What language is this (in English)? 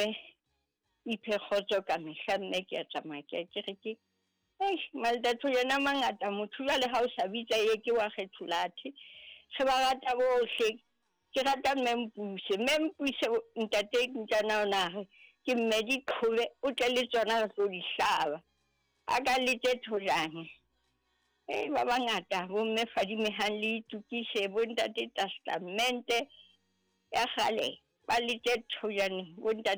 Southern Sotho